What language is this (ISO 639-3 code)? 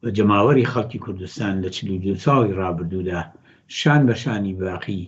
ckb